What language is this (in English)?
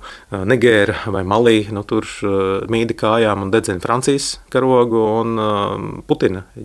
Latvian